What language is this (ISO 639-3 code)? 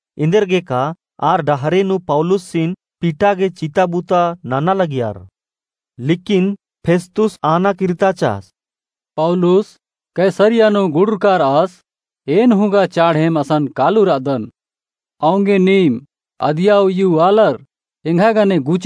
kru